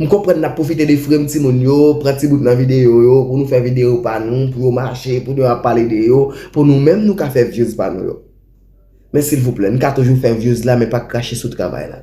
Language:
Haitian Creole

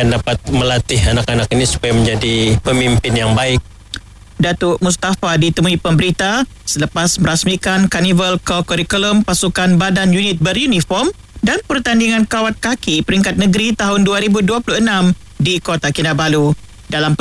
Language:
Malay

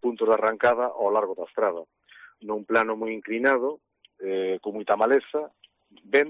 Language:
Galician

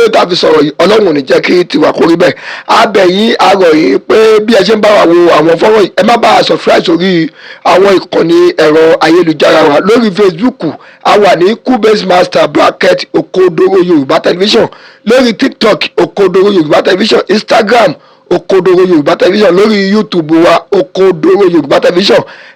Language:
Yoruba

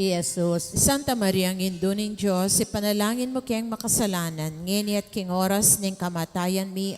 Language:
Pampanga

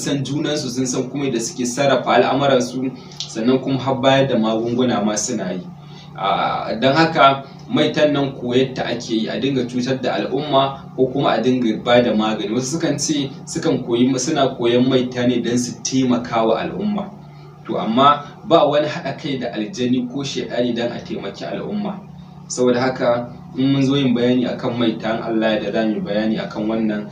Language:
Hausa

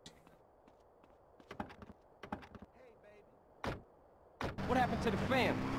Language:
Portuguese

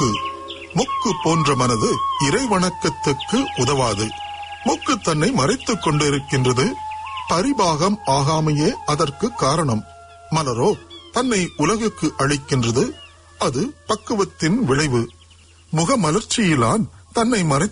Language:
Tamil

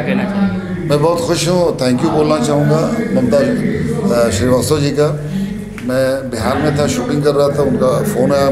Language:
Hindi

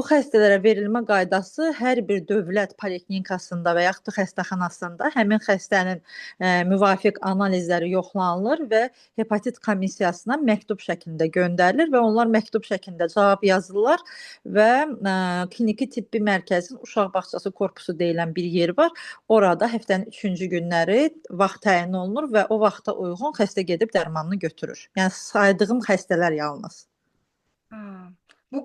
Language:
Azerbaijani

